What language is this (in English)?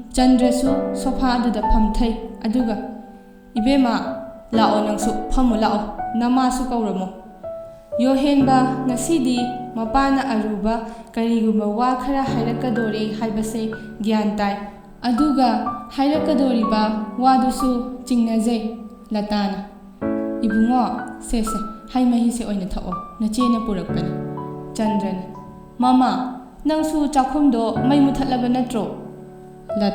Manipuri